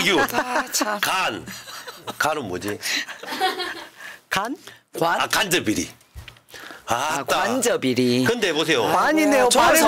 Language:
Korean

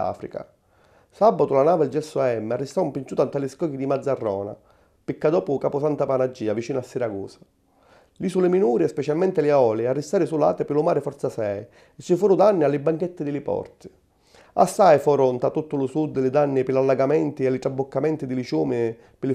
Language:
Sicilian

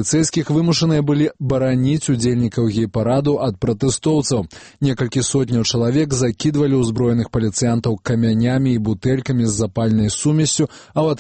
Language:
Belarusian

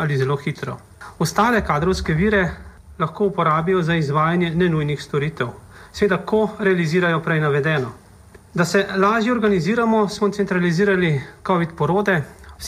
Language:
Slovenian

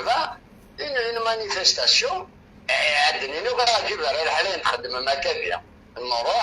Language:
Algerian Arabic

